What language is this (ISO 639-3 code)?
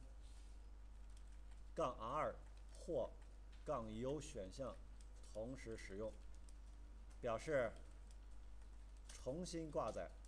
zho